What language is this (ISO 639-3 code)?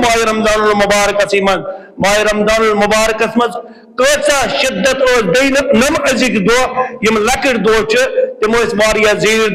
kas